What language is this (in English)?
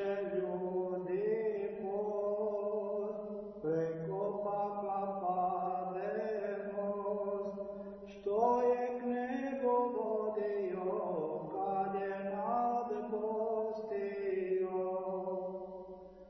Serbian